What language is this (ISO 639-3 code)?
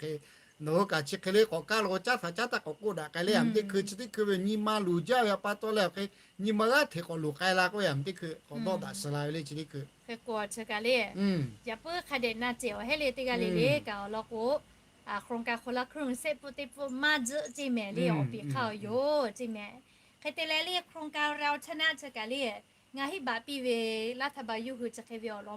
lhu